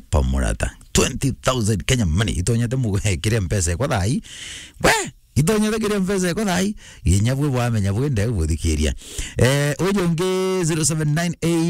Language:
Meru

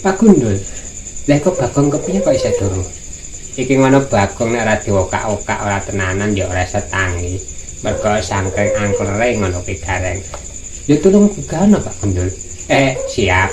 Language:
Javanese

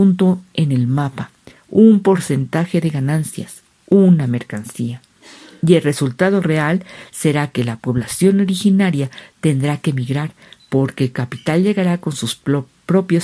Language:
Spanish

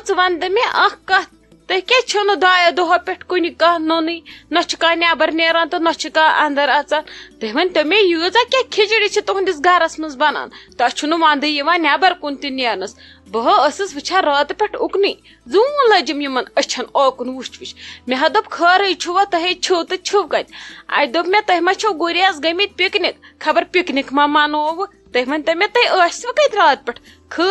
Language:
Kashmiri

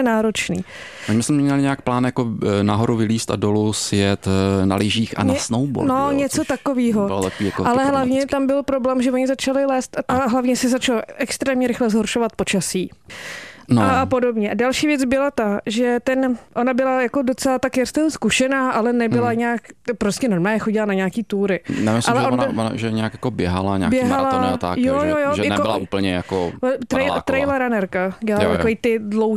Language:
Czech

